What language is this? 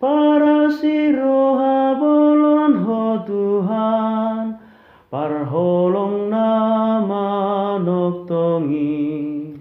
Batak Toba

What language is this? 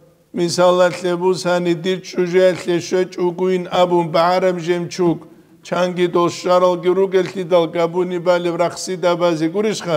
Avaric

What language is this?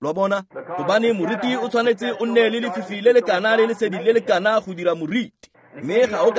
Tswana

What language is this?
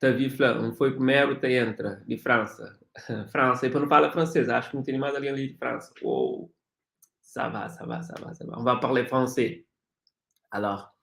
Kabuverdianu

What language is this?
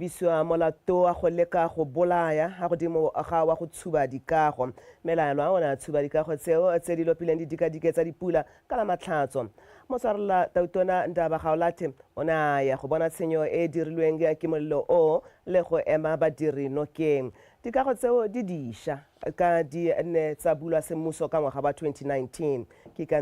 Tswana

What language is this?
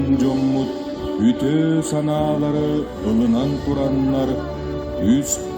Yakut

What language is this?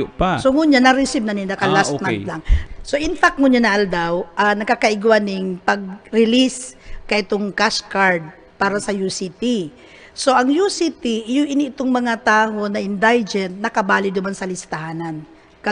Bikol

